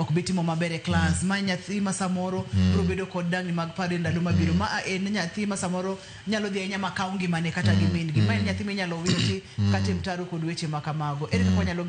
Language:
Luo (Kenya and Tanzania)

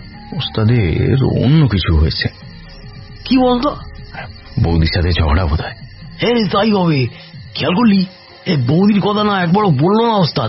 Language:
Bangla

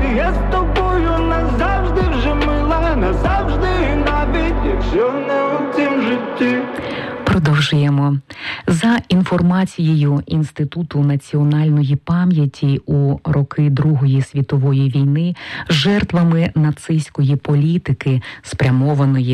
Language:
Ukrainian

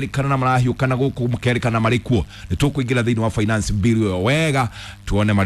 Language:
Kikuyu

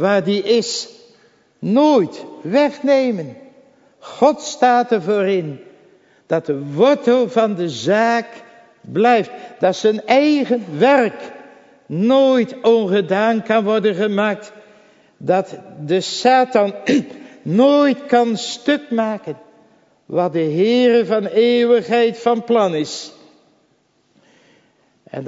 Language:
Dutch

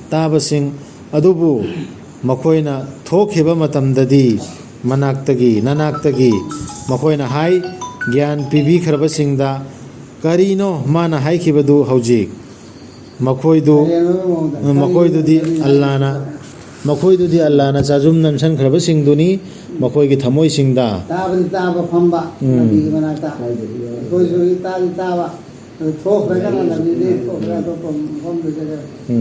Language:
Manipuri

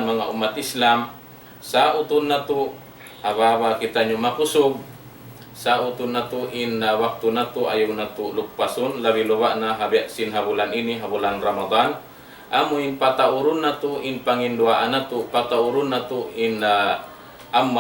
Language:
Tausug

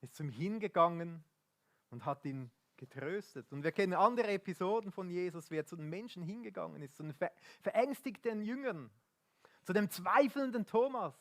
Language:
Swiss German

